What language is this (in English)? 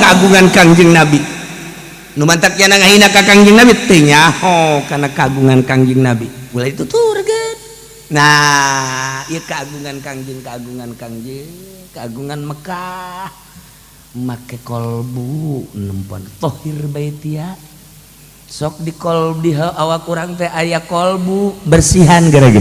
Sundanese